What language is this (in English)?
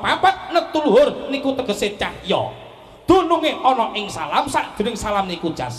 Javanese